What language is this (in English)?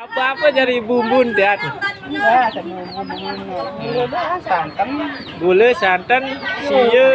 Sasak